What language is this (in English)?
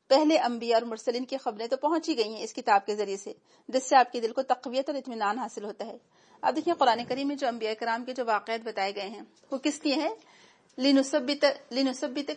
Urdu